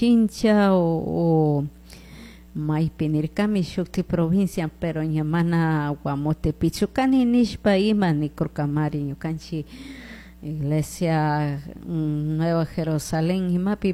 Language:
Chimborazo Highland Quichua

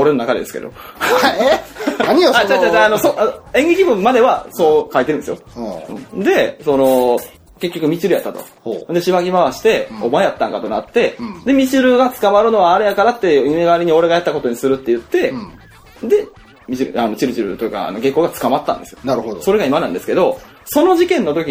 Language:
Japanese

